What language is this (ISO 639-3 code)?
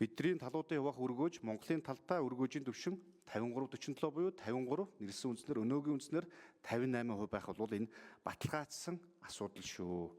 mon